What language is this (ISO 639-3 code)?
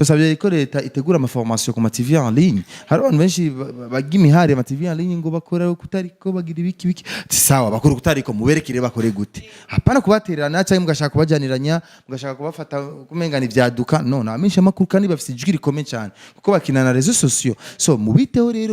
run